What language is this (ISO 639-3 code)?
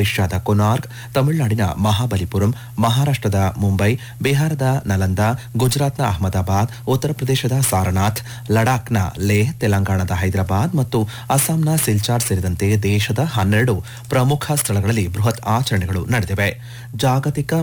kan